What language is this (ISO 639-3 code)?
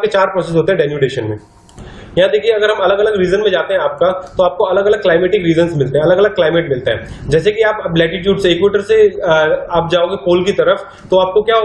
hin